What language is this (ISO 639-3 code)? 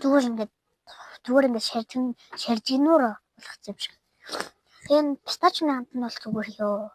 mon